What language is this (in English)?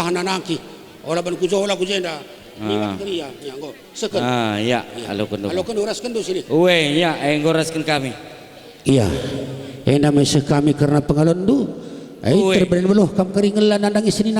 Batak Karo